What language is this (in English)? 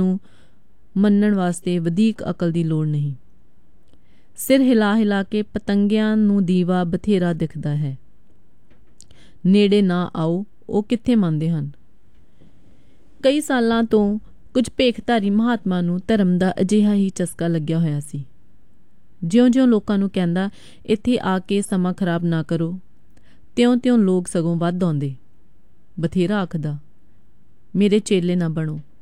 Punjabi